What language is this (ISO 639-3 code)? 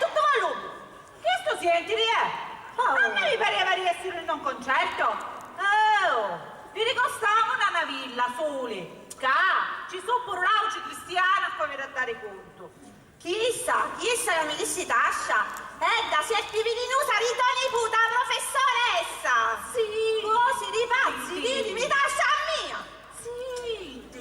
scn